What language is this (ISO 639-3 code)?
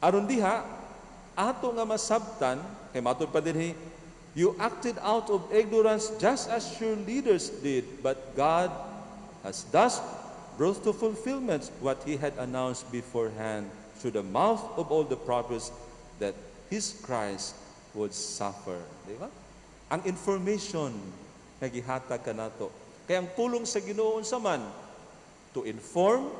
ceb